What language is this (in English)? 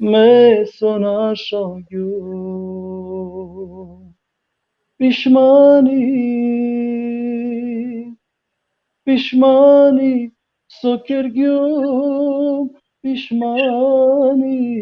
Balkan Romani